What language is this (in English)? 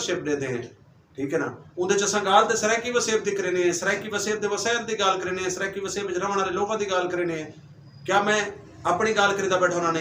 Saraiki